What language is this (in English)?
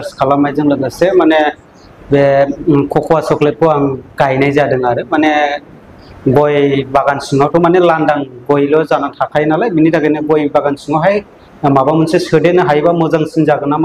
Bodo